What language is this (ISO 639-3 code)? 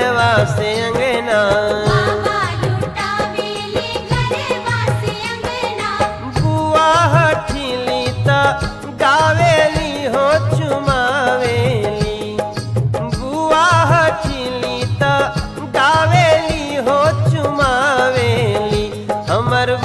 bho